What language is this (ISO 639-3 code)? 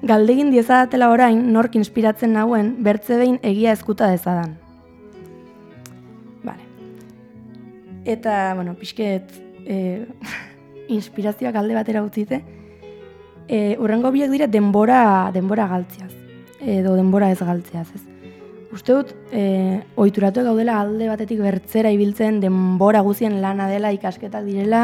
eus